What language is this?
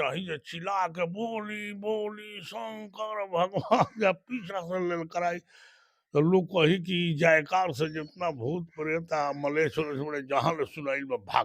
Bhojpuri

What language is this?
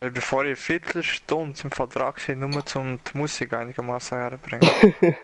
Swiss German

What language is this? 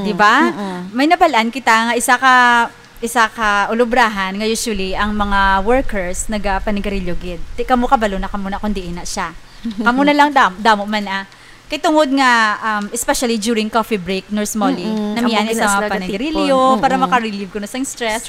Hiligaynon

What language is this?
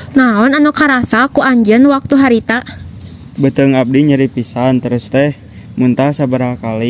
Sundanese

